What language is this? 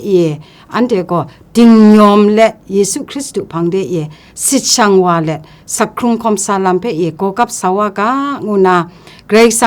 Kachin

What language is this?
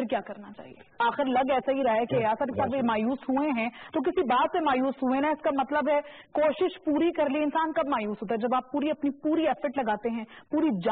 Urdu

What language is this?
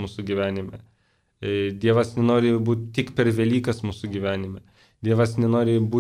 Lithuanian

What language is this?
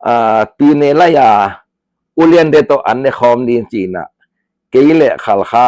Tedim Chin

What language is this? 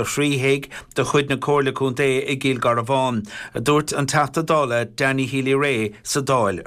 Irish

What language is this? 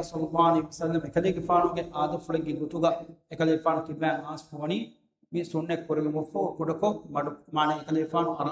Divehi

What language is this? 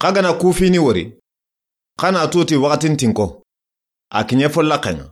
Soninke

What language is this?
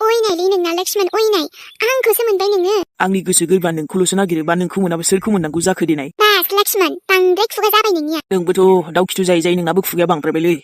Bodo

